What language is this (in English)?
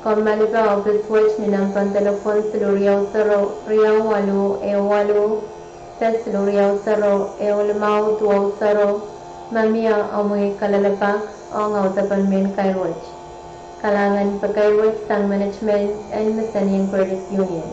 Pohnpeian